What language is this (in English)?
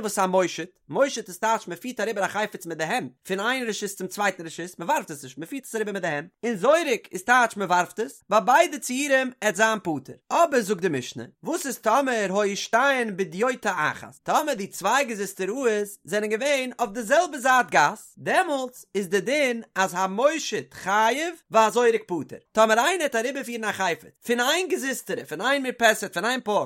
Yiddish